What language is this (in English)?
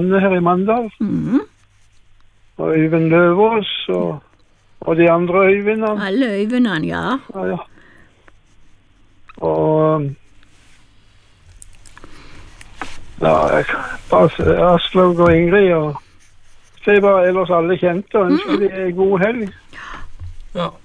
Norwegian